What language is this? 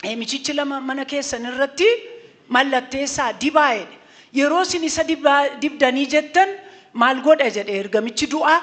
Oromo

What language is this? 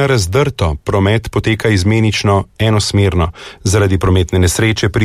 Slovenian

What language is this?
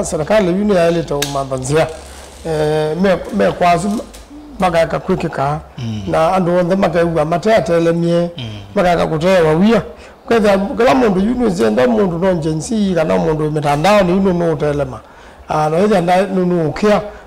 Kamba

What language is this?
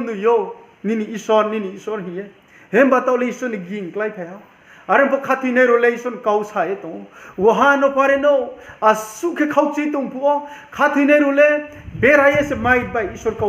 Riang (India)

